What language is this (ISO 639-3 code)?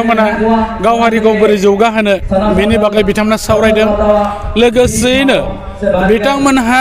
brx